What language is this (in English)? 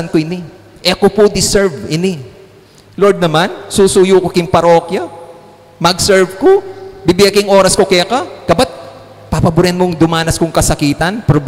Pampanga